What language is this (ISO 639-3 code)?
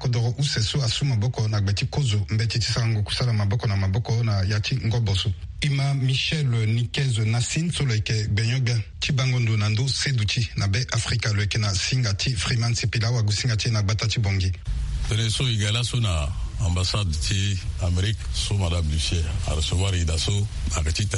sag